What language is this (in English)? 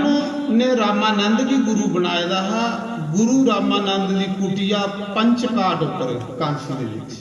Dogri